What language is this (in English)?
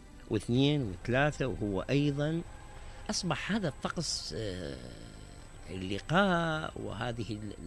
Mesopotamian Arabic